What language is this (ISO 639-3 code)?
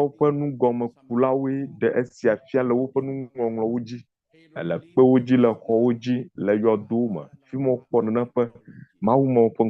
ewe